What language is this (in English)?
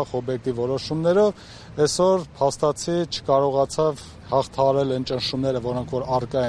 Armenian